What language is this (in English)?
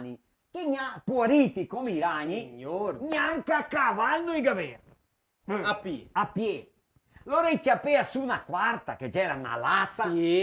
Venetian